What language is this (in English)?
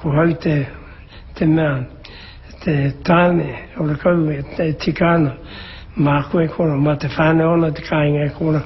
Māori